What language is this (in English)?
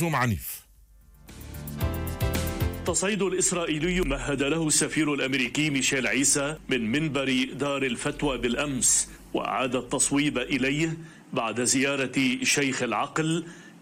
Arabic